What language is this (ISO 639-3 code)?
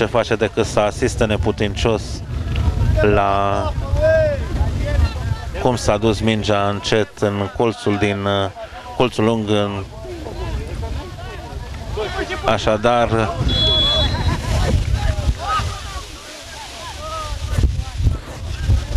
ron